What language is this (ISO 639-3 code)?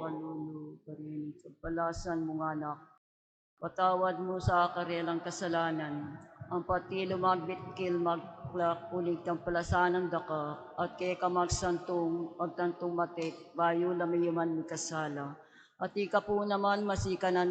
pam